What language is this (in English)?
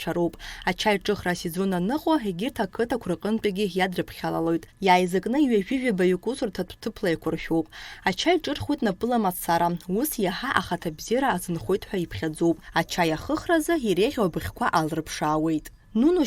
Abkhazian